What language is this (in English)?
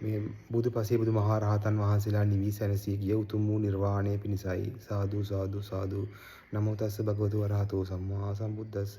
Sinhala